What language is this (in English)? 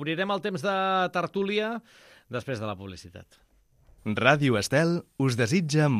Catalan